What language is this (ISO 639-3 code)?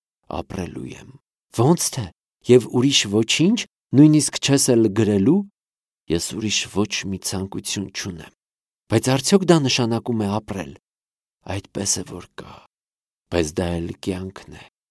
hye